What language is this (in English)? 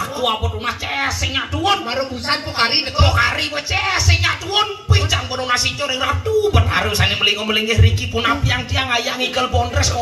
Balinese